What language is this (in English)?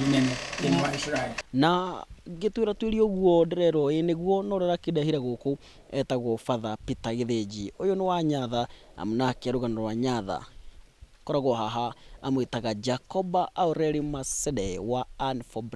Kikuyu